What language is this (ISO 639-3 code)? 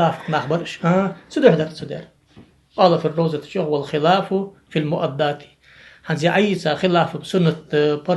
inh